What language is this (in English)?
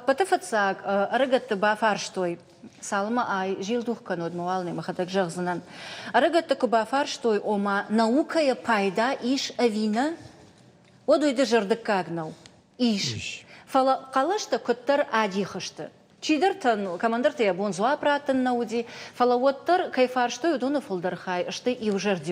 Ossetic